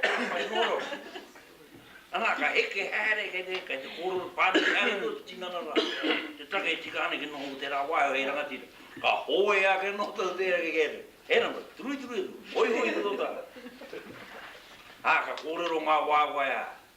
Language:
Māori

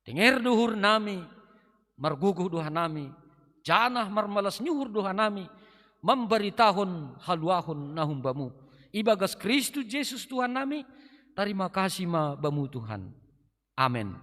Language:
Batak Simalungun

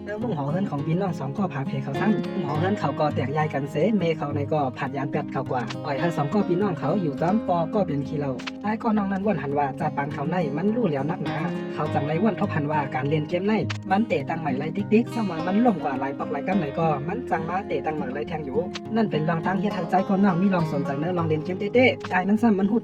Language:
Shan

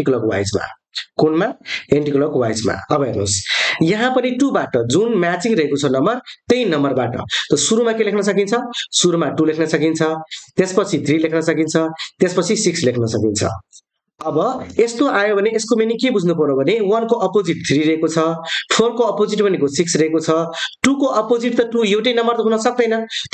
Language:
Nepali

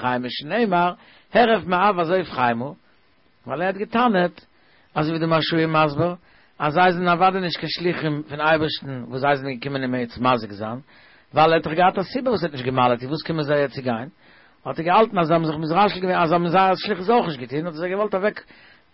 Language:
Yiddish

